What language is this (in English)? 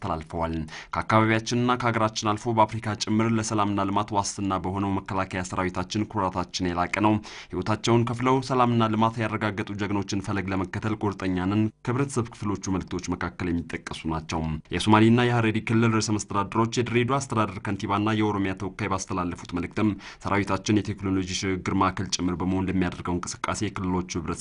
Amharic